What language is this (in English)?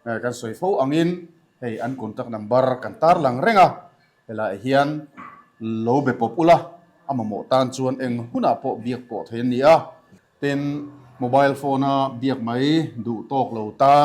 Mizo